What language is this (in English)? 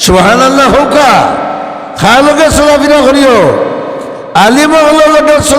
Sylheti